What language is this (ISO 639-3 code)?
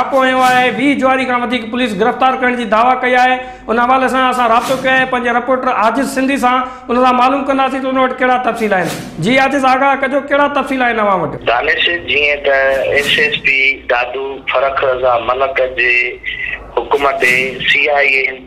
snd